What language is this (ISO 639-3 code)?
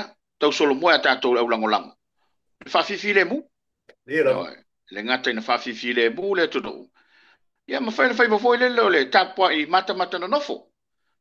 smo